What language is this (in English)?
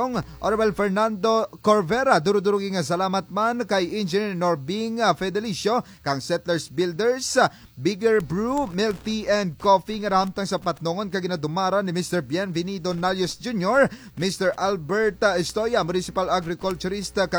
Kinaray-a